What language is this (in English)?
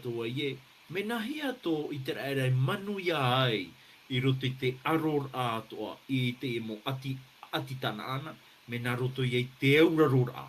Tahitian